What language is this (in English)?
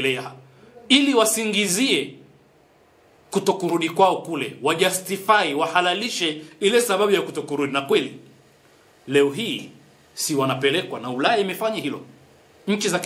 Swahili